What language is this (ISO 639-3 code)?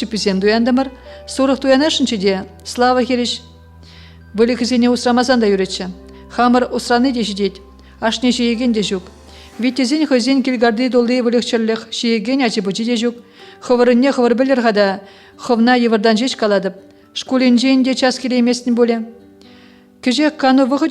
chv